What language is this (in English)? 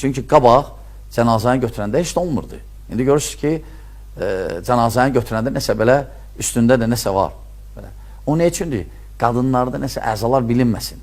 Azerbaijani